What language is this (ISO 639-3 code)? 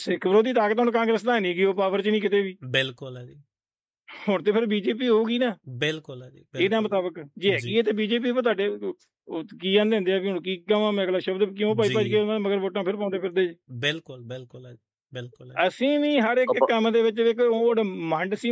pan